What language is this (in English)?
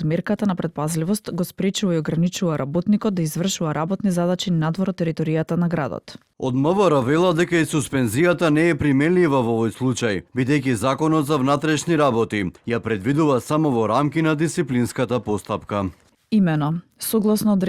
Macedonian